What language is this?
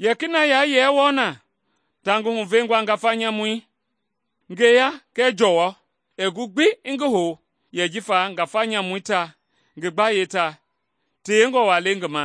Mende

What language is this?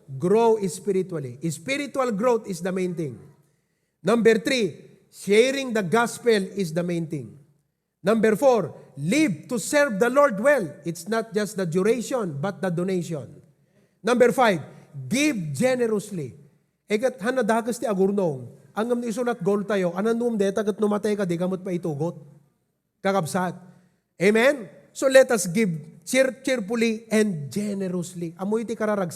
Iloko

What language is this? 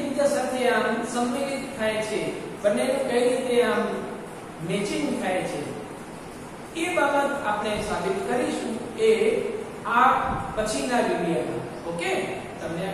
Gujarati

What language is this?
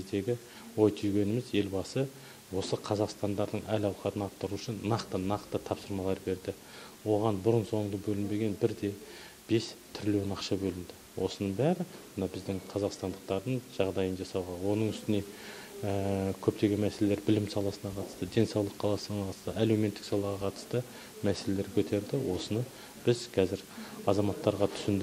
Kazakh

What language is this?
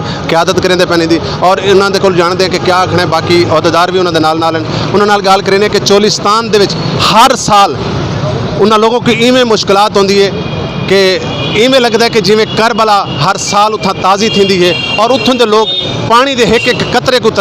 Saraiki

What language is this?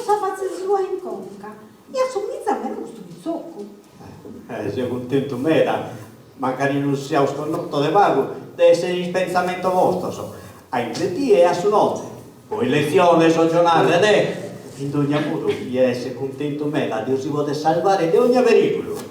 Sardinian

